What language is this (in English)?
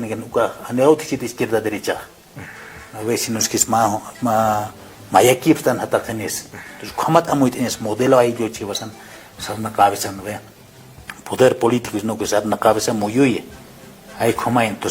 Aymara